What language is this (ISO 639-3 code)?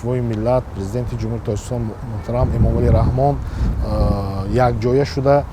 tgk